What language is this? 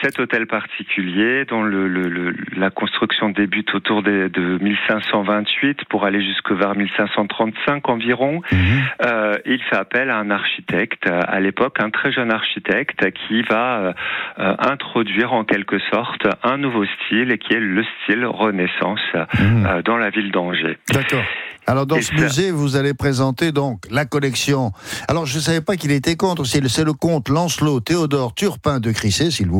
French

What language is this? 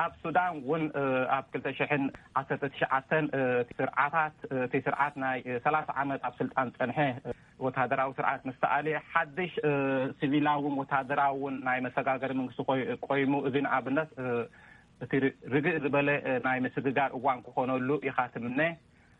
Tigrinya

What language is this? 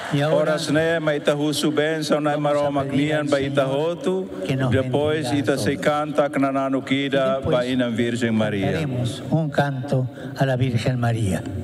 Tetum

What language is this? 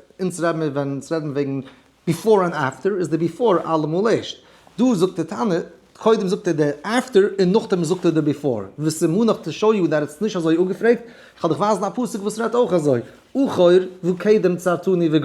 Yiddish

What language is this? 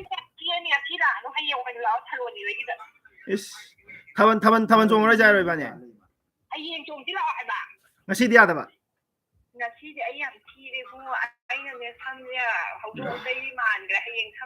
Manipuri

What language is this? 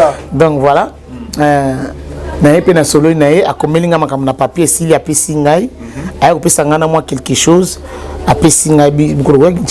Lingala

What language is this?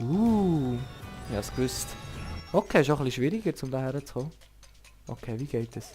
Swiss German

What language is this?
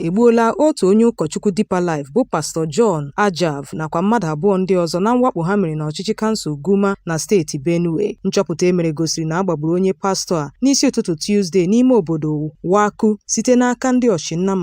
Igbo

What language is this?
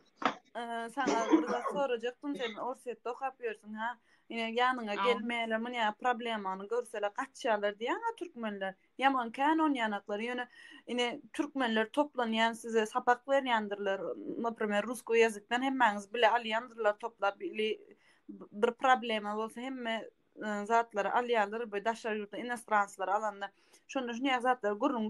Turkmen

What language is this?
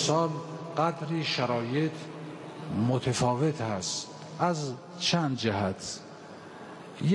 Persian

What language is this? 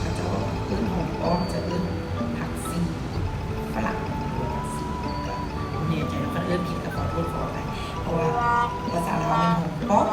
Lao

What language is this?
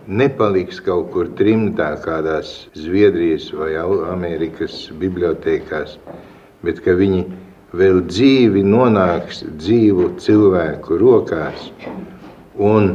Latvian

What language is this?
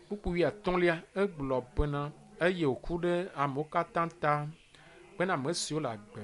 Ewe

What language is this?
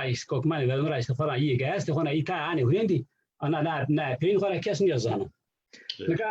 Zaza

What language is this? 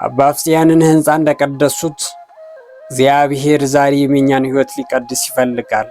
Amharic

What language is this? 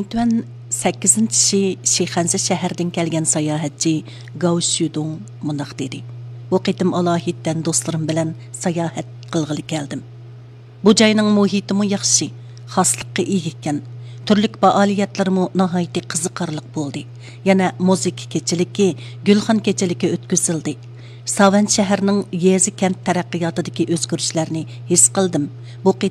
Uyghur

